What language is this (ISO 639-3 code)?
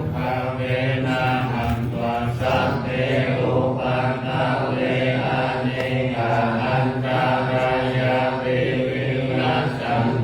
pli